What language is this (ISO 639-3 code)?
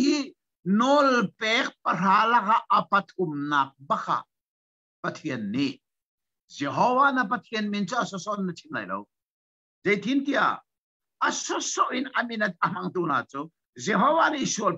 cnh